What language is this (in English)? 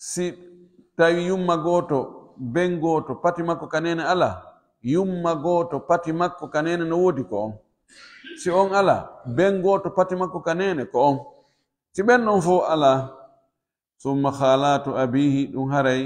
Pular